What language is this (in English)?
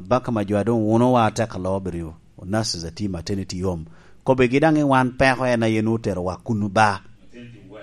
Lango (Uganda)